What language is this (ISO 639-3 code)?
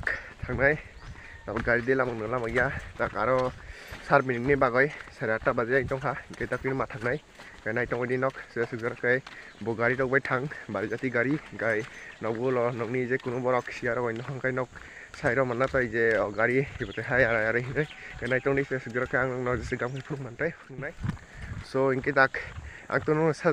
trp